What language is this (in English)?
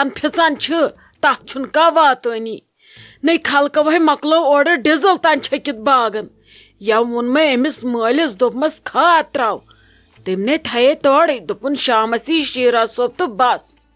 Kashmiri